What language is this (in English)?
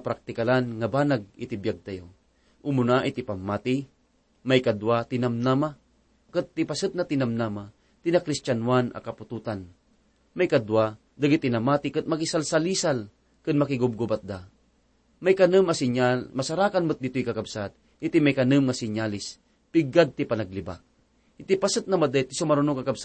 Iloko